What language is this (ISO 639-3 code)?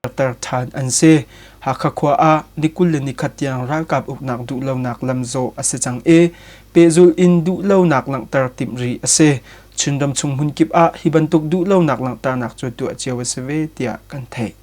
cnh